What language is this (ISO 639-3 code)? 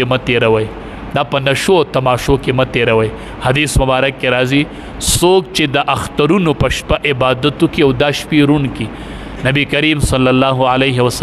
pus